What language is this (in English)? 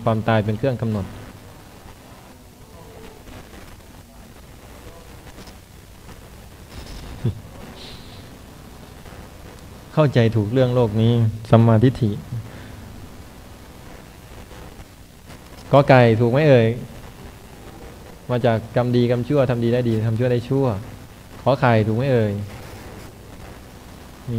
Thai